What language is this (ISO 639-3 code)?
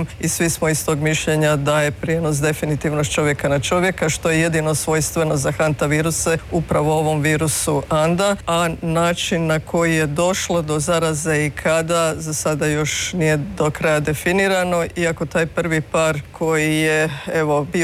hrv